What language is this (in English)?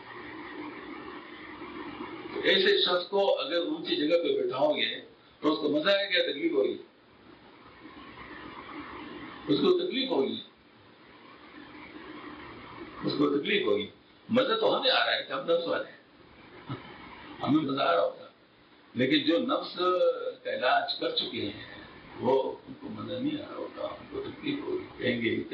Urdu